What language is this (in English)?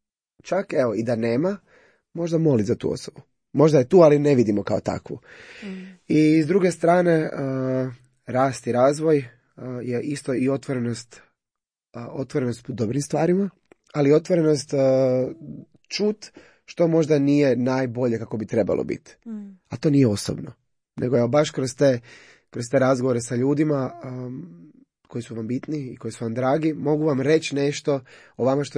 Croatian